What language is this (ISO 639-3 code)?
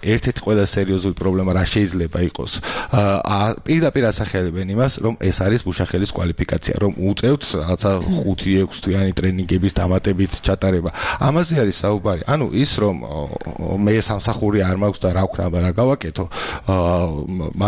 kat